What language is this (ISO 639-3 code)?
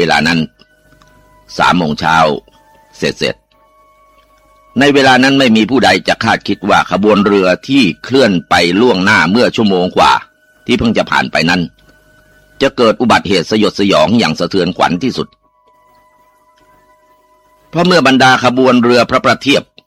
tha